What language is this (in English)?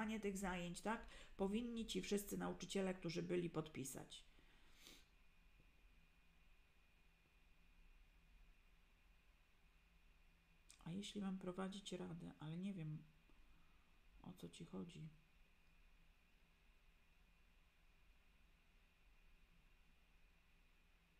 Polish